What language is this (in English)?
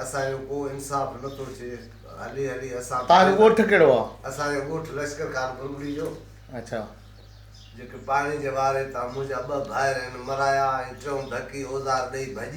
Sindhi